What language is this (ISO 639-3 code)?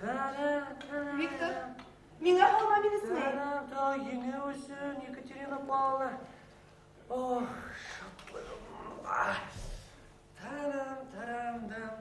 bak